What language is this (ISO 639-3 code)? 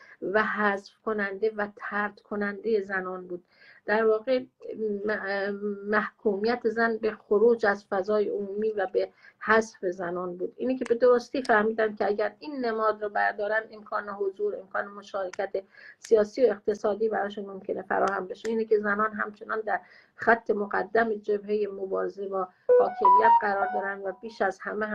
fas